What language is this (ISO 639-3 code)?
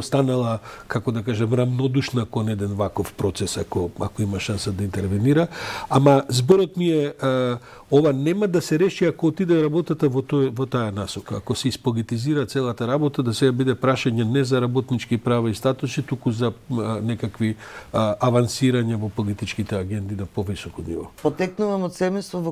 mkd